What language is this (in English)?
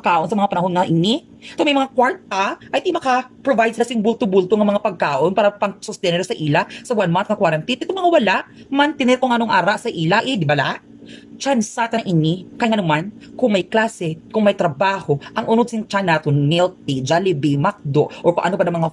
Hiligaynon